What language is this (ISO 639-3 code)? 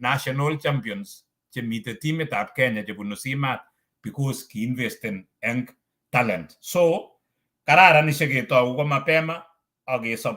kln